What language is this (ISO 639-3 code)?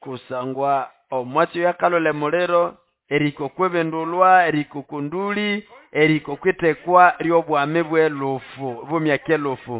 nnb